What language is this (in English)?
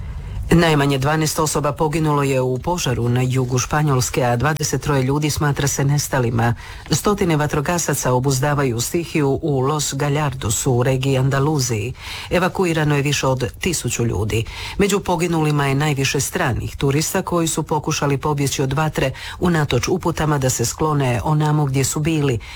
Croatian